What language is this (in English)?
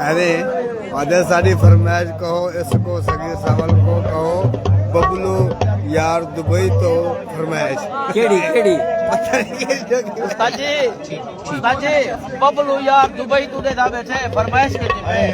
Saraiki